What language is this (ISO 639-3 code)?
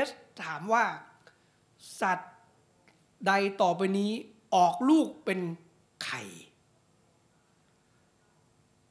tha